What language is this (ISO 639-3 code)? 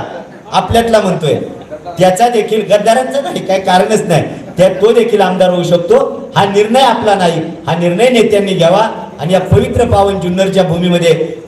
mar